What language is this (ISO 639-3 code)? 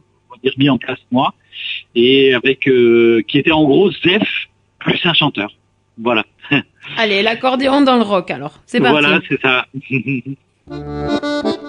fra